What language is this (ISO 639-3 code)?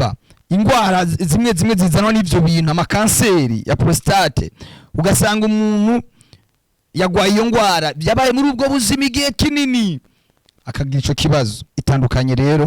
run